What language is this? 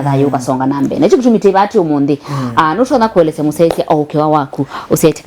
Kamba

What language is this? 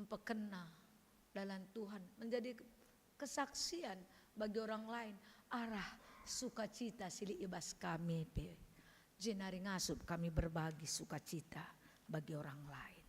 Batak Karo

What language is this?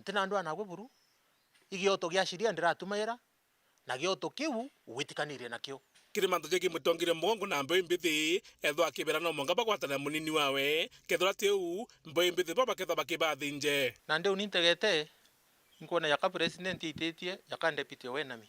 Meru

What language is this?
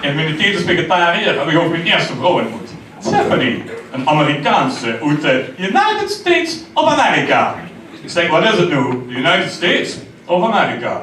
Limburgish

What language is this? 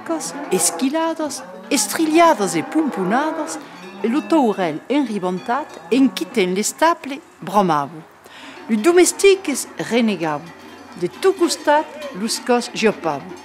Occitan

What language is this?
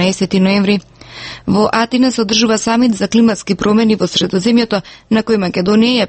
Macedonian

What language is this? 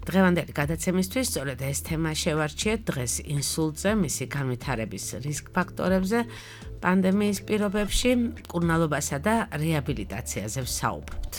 Georgian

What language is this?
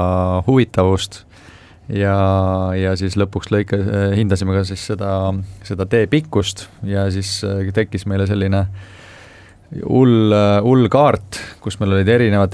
Estonian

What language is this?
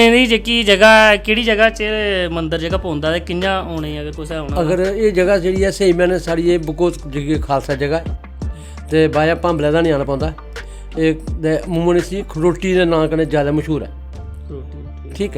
Dogri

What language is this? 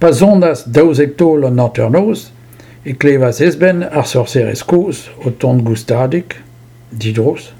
Breton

